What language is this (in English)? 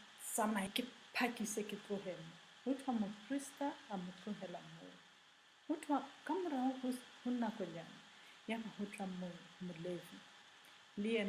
Southern Sotho